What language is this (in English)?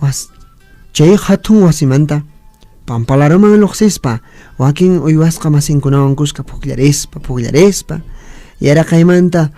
Puno Quechua